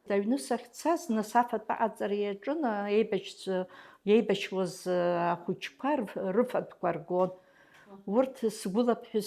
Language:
Abkhazian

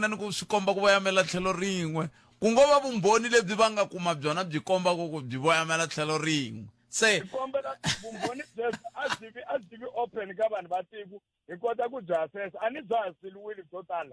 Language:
Tsonga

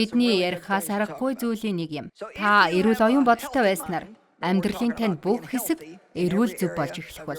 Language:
Mongolian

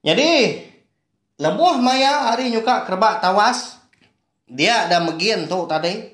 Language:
Iban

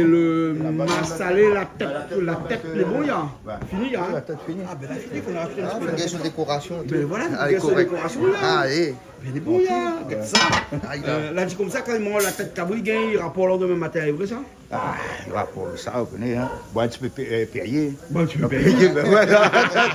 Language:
Réunion Creole French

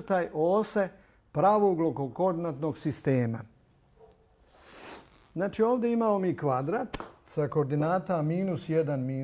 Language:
Bosnian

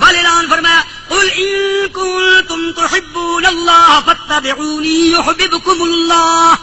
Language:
Saraiki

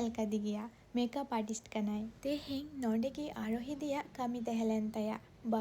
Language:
Santali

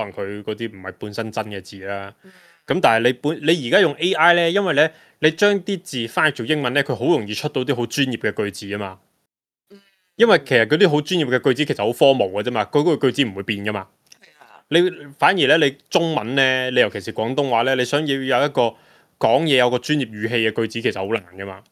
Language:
Cantonese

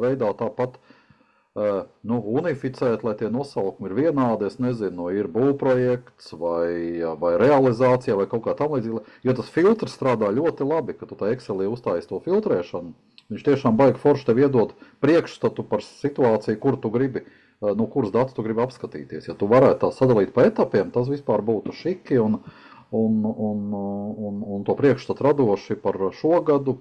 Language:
Latvian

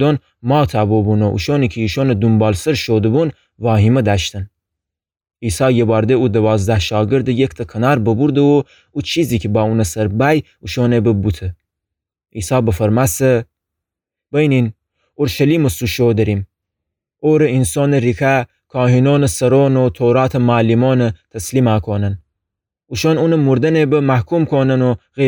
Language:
Gilaki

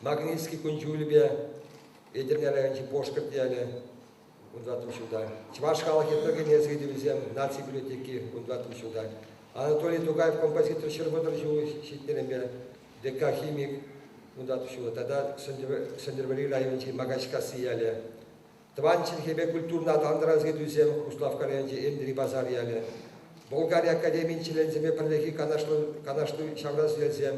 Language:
Chuvash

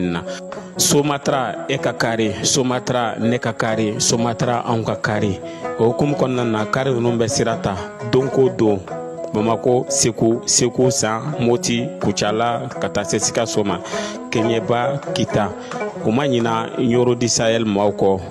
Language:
Bambara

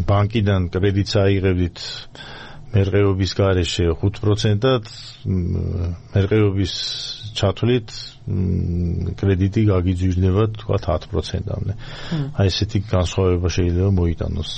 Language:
Georgian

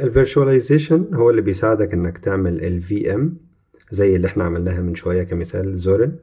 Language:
Egyptian Arabic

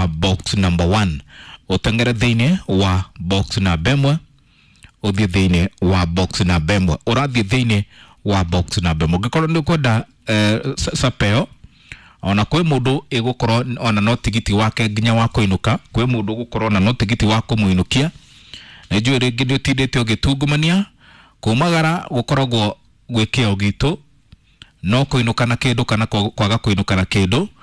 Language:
Kikuyu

